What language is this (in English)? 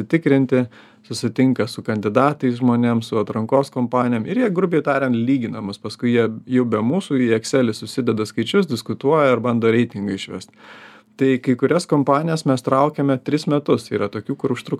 Lithuanian